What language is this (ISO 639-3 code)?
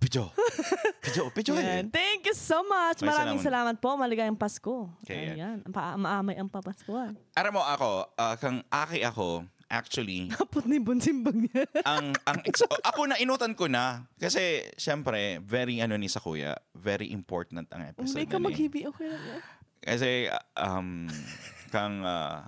bik